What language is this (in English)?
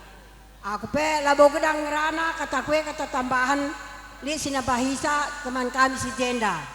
Batak Karo